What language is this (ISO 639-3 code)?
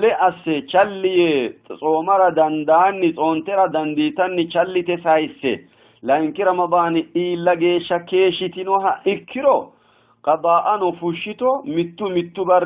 sid